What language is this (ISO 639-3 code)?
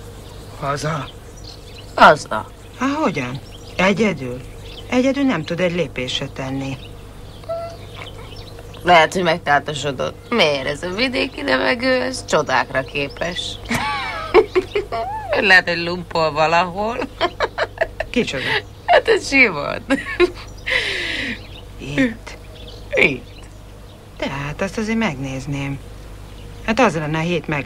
hun